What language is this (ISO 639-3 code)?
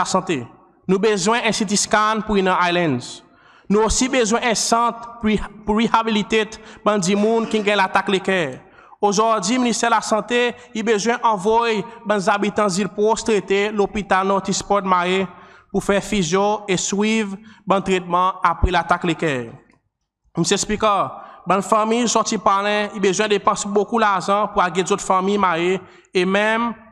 crs